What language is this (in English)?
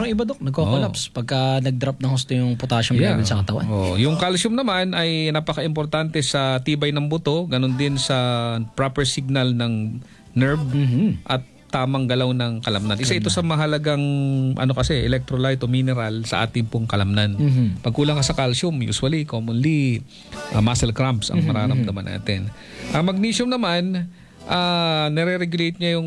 Filipino